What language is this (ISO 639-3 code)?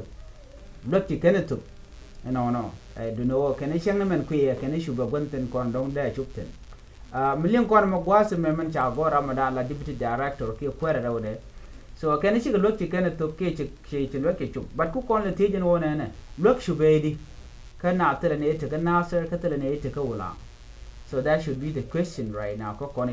nus